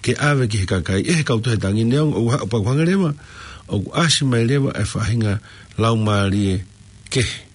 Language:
Tongan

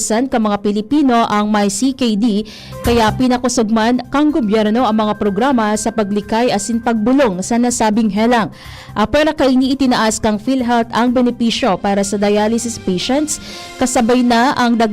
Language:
Bikol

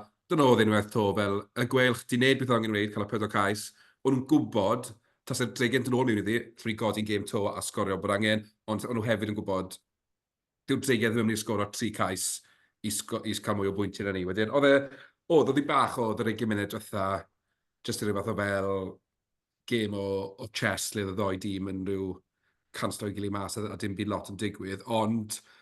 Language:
Welsh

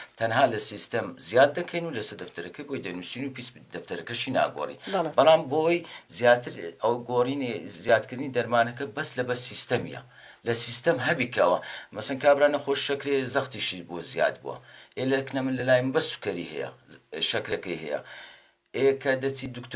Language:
Central Kurdish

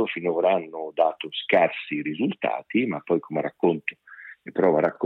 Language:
Italian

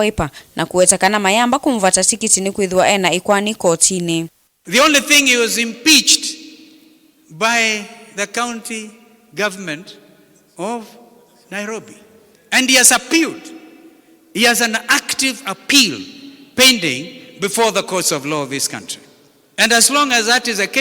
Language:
Kamba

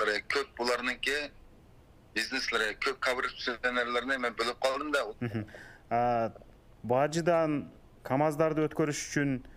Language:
Kyrgyz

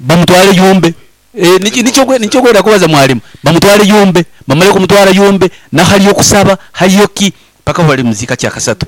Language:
Nyoro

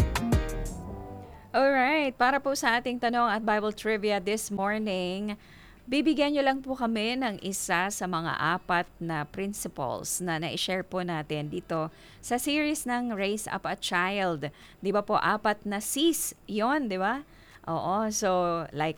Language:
Filipino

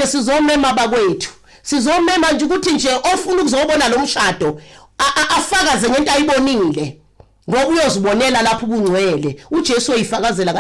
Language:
Zulu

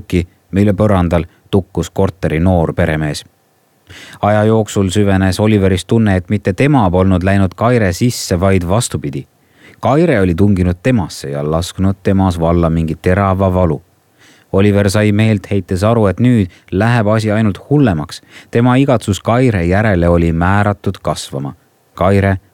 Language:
Estonian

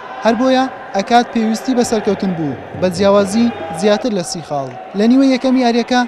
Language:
Central Kurdish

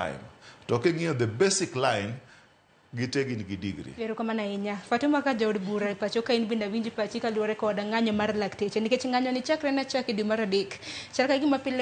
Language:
Luo (Kenya and Tanzania)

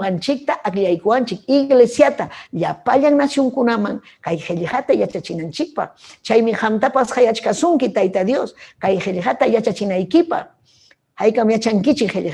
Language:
Ayacucho Quechua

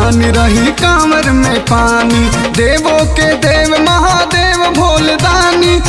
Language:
Bhojpuri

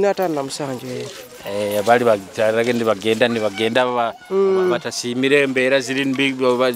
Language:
Nyoro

